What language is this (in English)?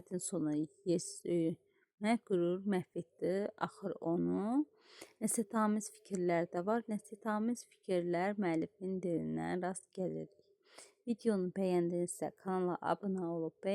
Azerbaijani